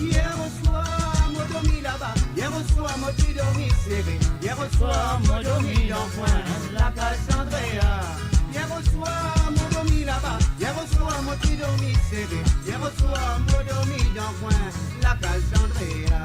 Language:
Morisyen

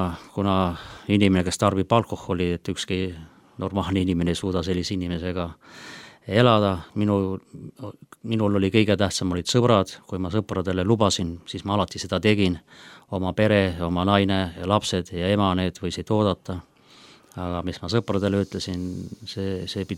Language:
Estonian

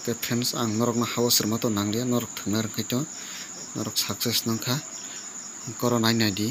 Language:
Kok Borok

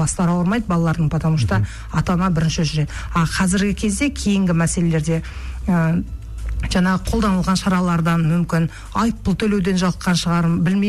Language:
Kazakh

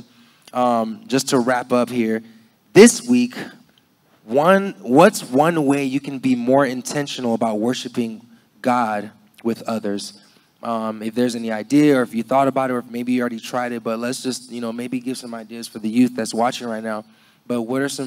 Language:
English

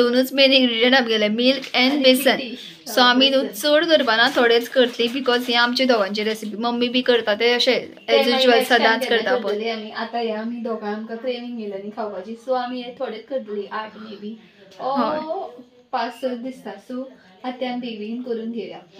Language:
Konkani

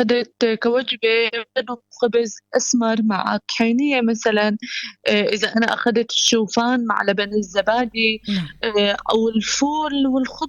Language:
North Levantine Arabic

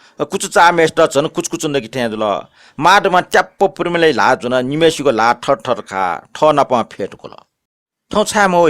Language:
Newari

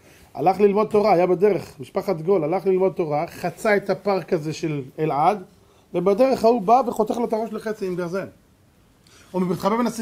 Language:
Hebrew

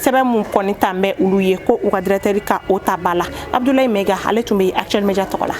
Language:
Bambara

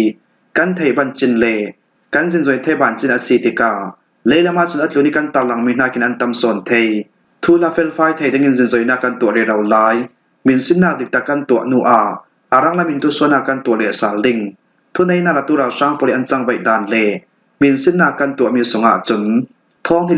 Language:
Falam Chin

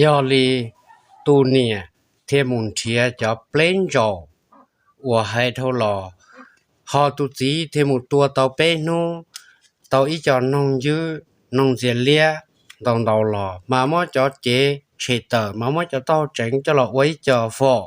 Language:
Hmong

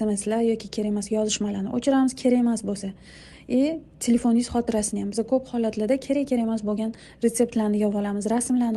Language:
Uzbek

